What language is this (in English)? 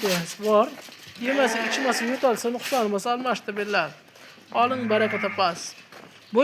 Uzbek